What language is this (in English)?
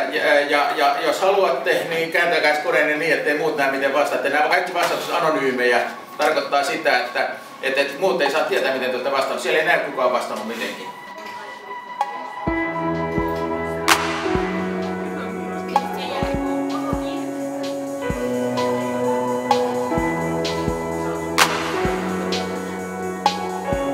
Finnish